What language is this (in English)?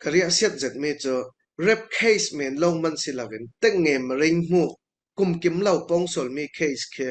Falam Chin